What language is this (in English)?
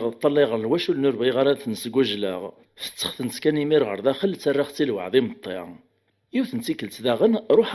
Kabyle